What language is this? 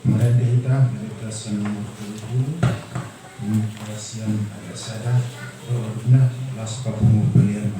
Batak Toba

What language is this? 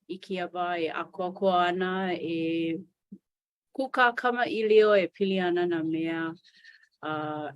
Hawaiian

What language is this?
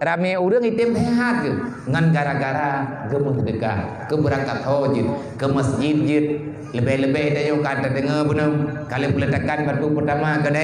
Achinese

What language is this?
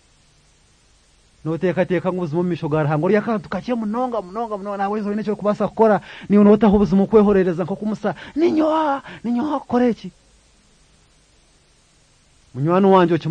Kinyarwanda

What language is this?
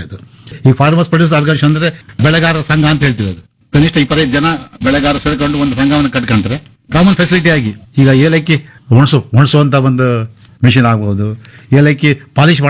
Kannada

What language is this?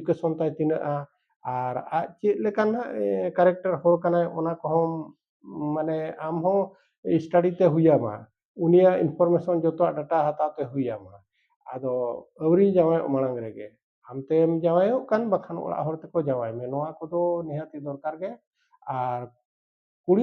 Santali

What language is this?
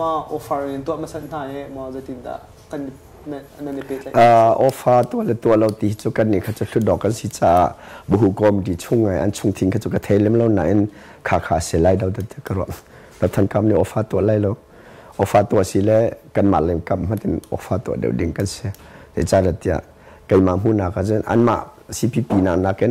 Hakha Chin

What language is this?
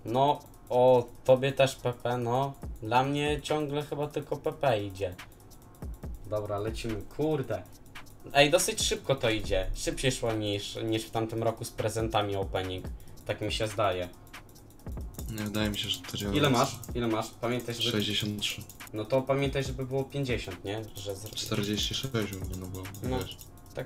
Polish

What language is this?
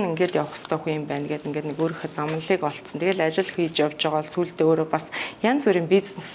Mongolian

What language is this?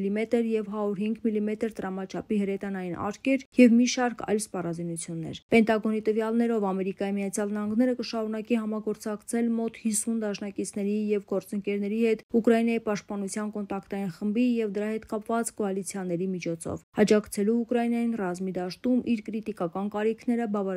Armenian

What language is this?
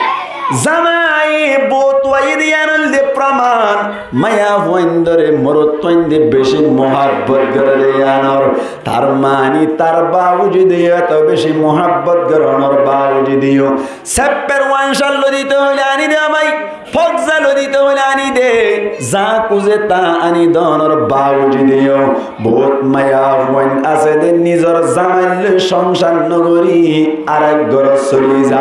Rohingya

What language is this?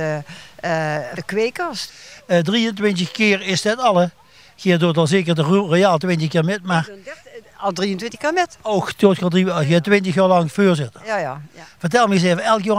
Limburgish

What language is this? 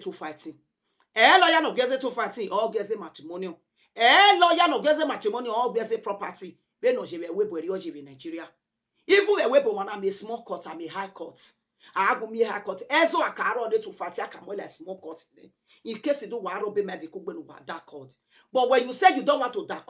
Nigerian Pidgin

